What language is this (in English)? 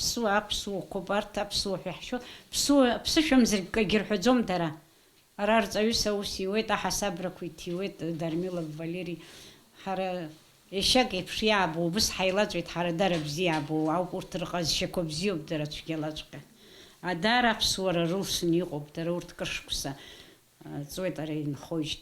Abkhazian